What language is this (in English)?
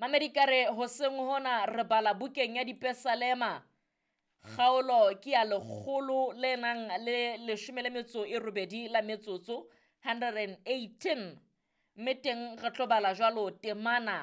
Southern Sotho